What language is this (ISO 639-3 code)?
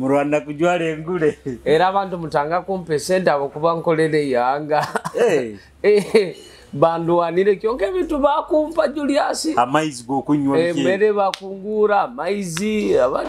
nyo